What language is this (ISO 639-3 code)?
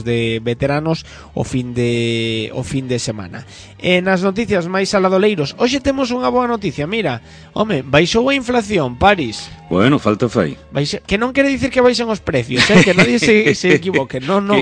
glg